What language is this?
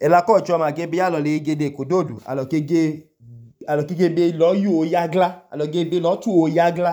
Idoma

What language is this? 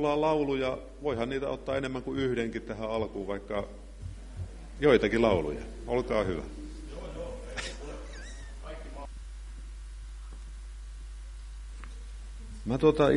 Finnish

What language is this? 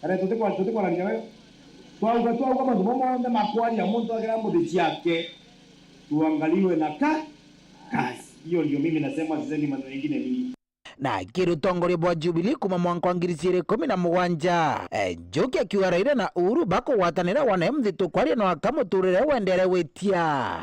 Meru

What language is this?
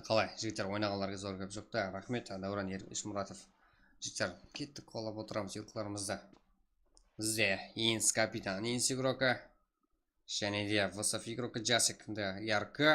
Kara-Kalpak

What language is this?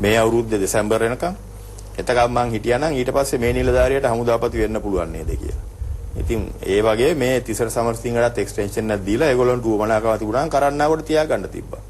Sinhala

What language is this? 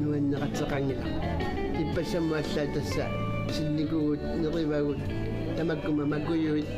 Kalaallisut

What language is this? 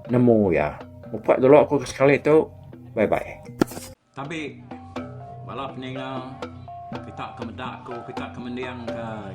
Iban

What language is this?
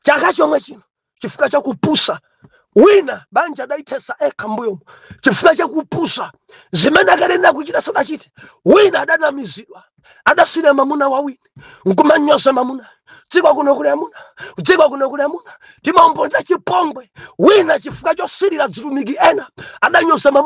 Nyanja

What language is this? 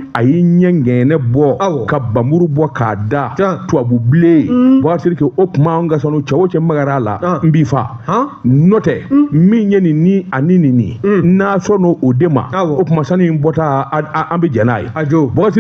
Bambara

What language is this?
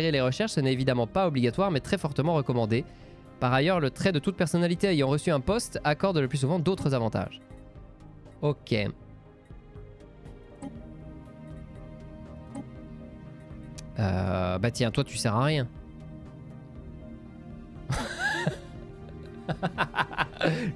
French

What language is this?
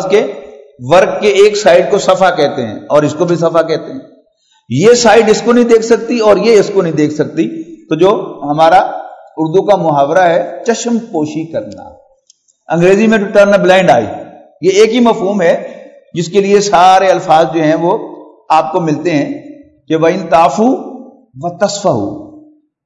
Urdu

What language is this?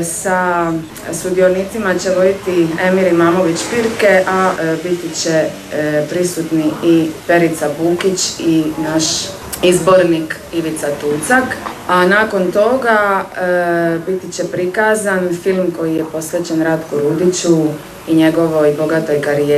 Croatian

